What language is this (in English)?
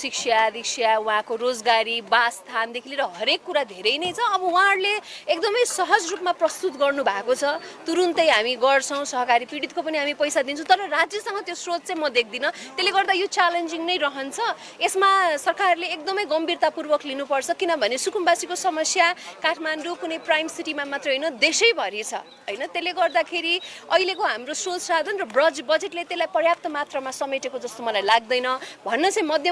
Nepali